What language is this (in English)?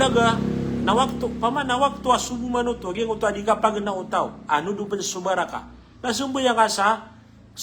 Maranao